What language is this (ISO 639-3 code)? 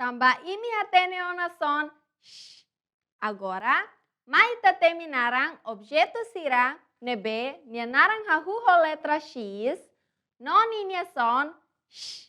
tet